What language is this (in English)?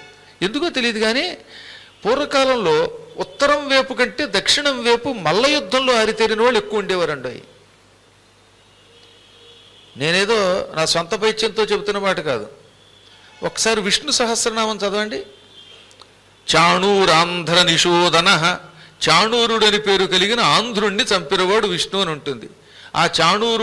Telugu